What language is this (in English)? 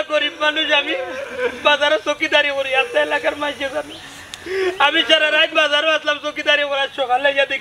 Sylheti